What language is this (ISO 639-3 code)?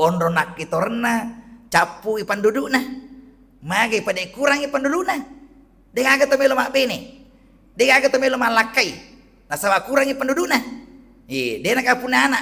bug